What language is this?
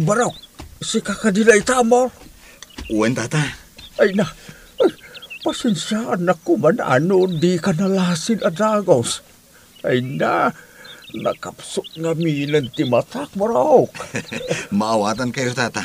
Iloko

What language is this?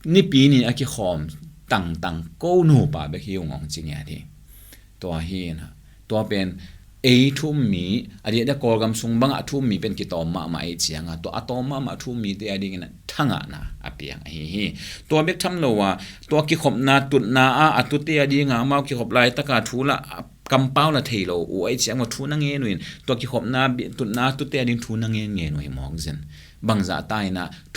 Tedim Chin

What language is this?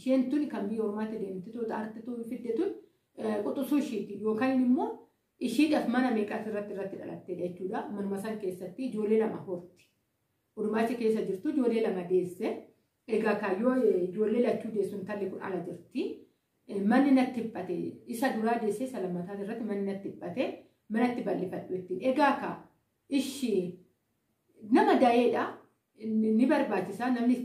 Oromo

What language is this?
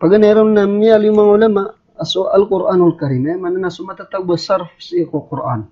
Maranao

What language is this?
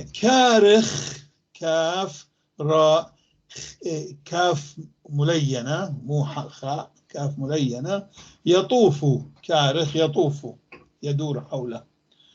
North Levantine Arabic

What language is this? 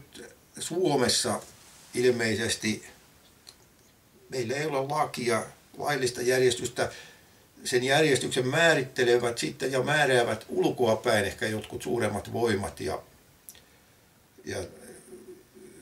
Finnish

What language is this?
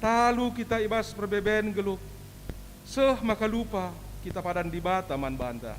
Batak Karo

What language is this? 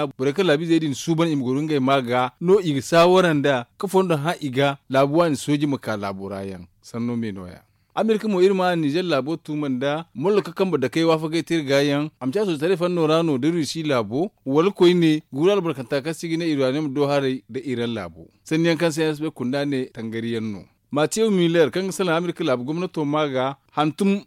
Zarma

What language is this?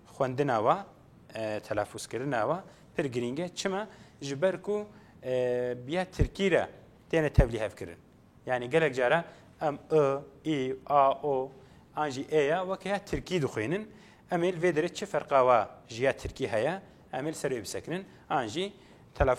Kurdish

